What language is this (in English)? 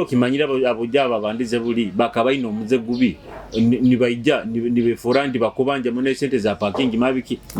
Nyoro